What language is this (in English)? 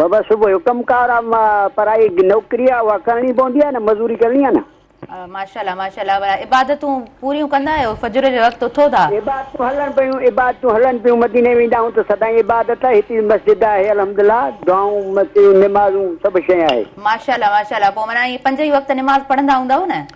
Sindhi